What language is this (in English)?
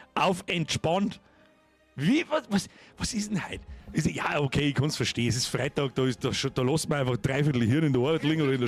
Bavarian